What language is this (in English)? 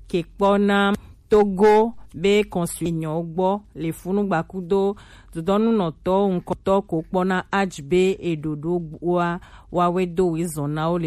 Gen